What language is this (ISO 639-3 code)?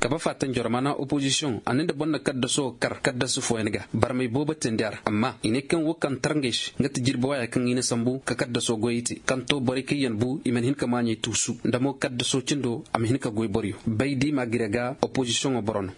dje